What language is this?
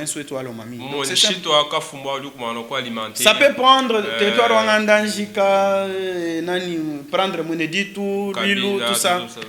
Luba-Lulua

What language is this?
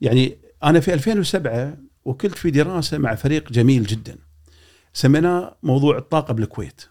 Gulf Arabic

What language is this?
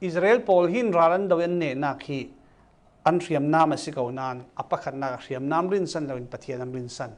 Falam Chin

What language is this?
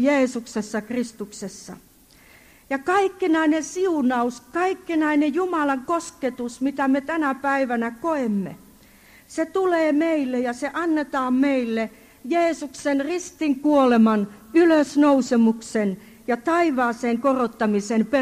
Finnish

